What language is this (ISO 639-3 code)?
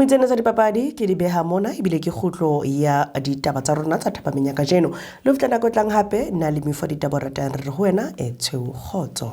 sot